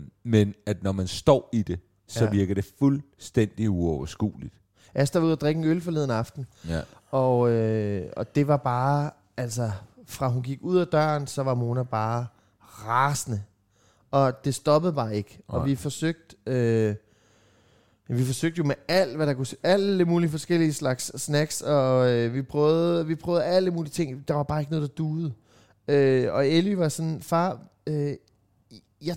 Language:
Danish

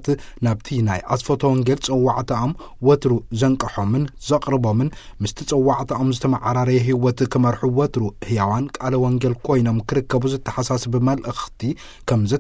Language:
Tigrinya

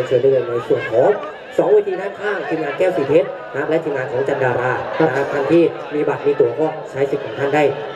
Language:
Thai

